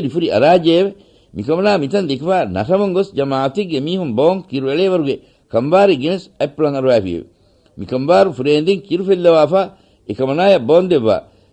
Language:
Divehi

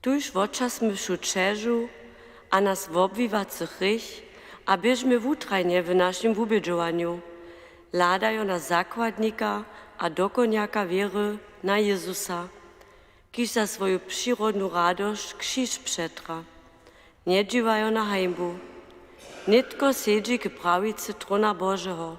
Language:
Upper Sorbian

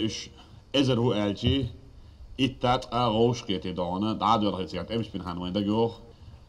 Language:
Chechen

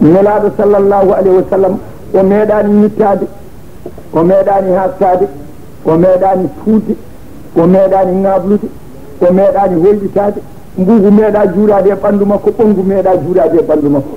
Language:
Fula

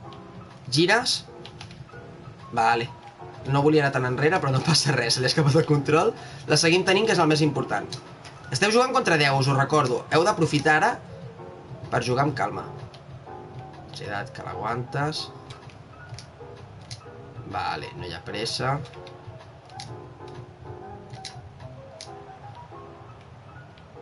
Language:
Catalan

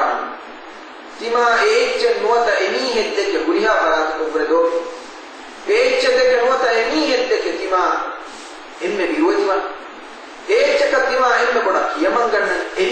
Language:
Divehi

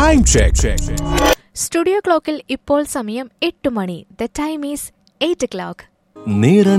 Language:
Malayalam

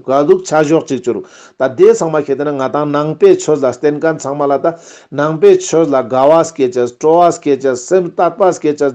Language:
Ladakhi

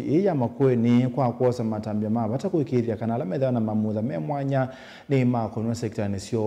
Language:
Kamba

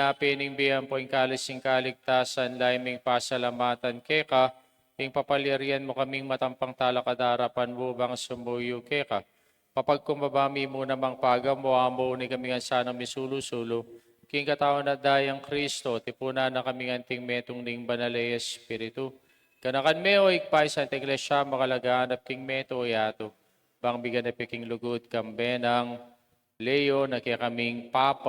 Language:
Pampanga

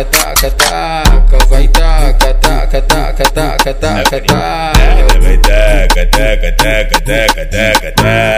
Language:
Portuguese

